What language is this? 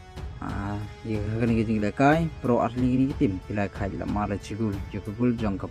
Khasi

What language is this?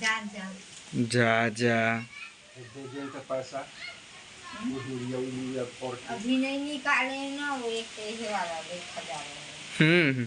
Chhattisgarhi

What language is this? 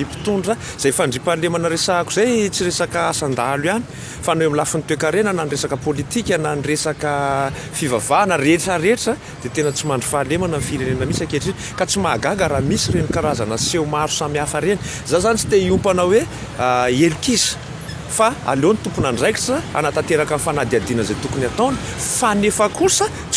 Malagasy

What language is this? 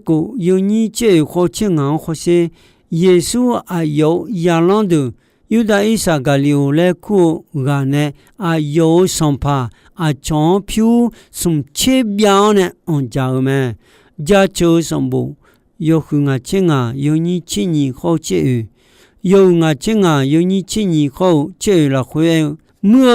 Akha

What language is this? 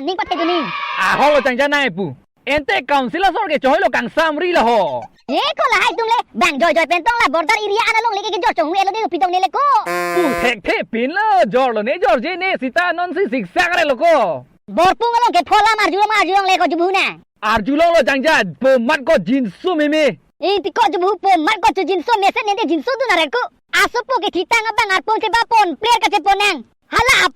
Karbi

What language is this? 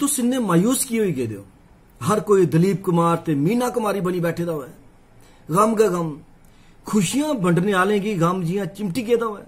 Dogri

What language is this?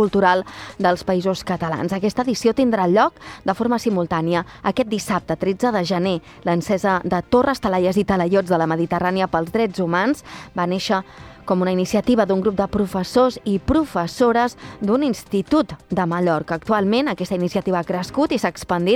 Catalan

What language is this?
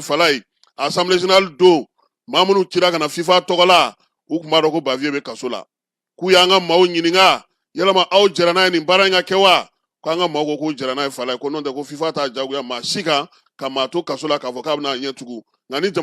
Bambara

